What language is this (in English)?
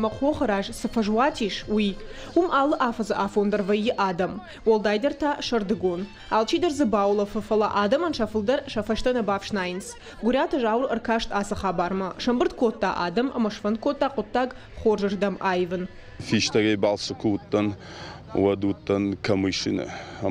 Ossetic